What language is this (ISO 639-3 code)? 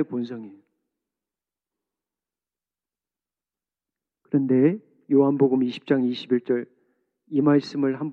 kor